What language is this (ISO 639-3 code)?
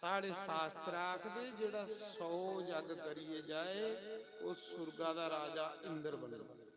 doi